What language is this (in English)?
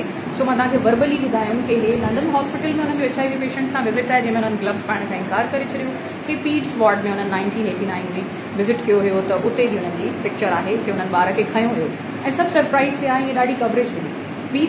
Sindhi